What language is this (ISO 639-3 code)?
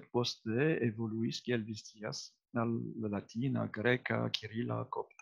epo